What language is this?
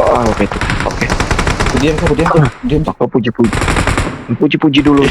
Banjar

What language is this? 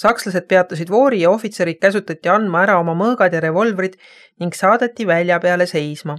Estonian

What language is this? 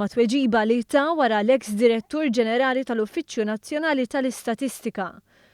Maltese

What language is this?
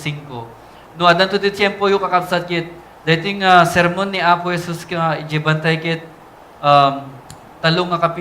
Iloko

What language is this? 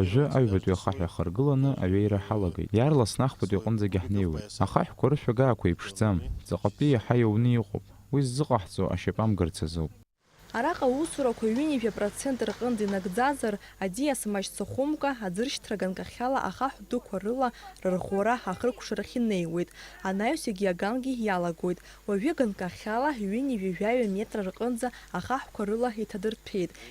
Abkhazian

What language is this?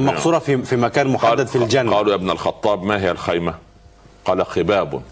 Arabic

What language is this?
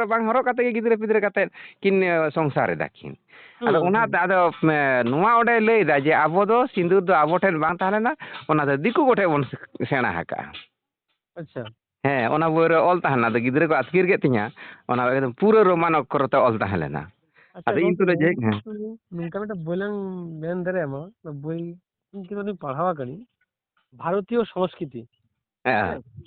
Santali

